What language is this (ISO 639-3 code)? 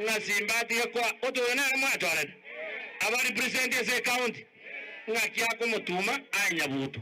guz